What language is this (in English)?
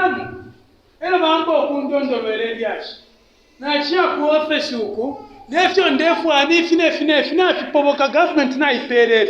Bemba